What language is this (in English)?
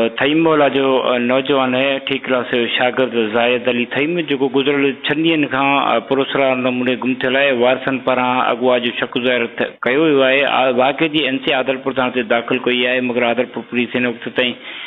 Sindhi